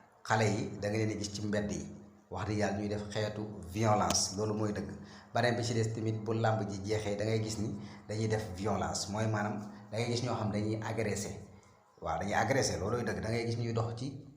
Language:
Wolof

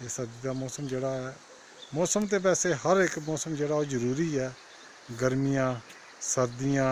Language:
Dogri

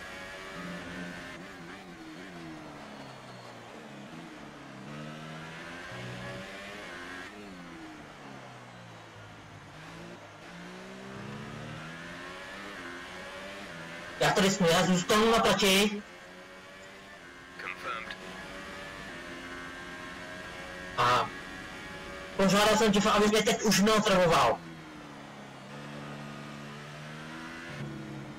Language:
Czech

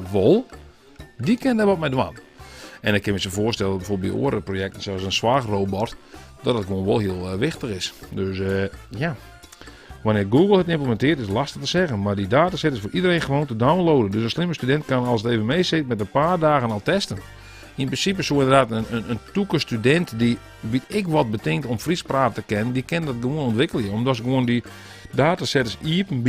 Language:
Western Frisian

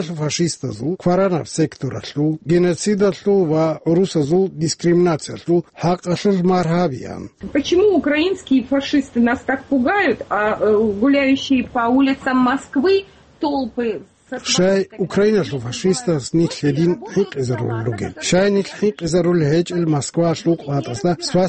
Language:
Avaric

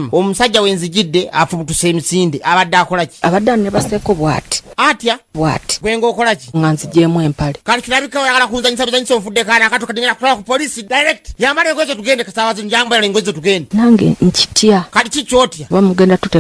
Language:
Ganda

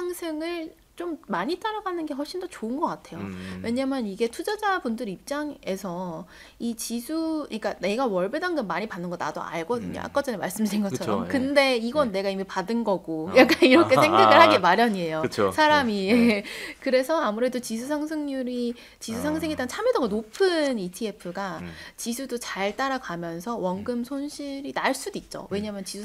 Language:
Korean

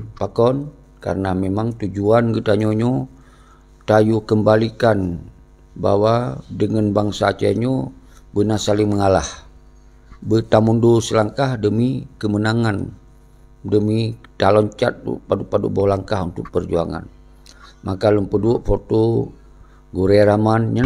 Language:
Achinese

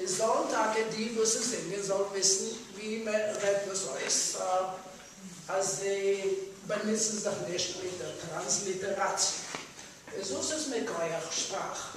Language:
Yiddish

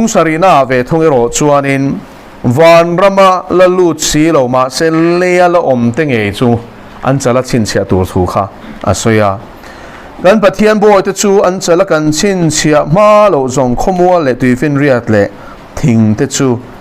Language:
Mizo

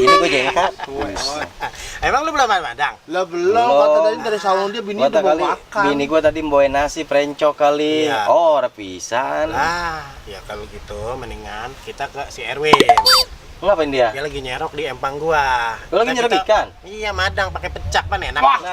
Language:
Betawi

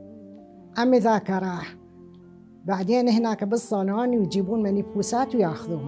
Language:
Mesopotamian Arabic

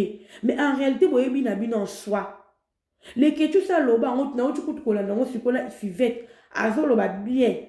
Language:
Lingala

